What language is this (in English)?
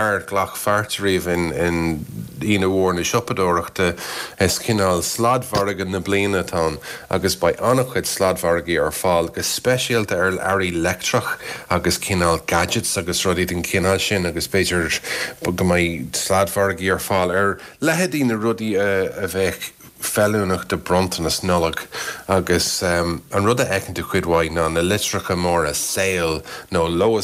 Irish